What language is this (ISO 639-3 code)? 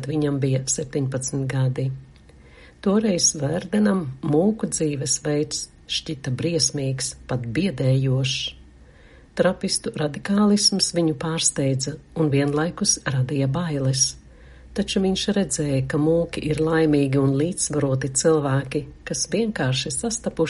lav